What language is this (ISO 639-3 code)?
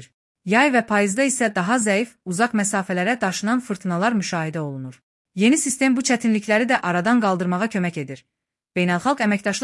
aze